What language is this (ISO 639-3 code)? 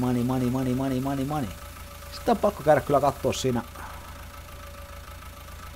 fin